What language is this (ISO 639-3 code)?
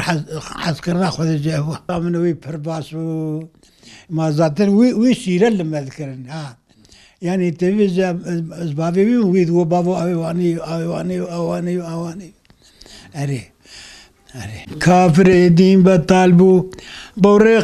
kur